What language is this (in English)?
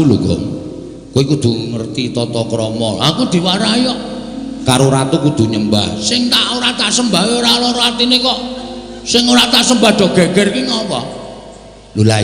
Javanese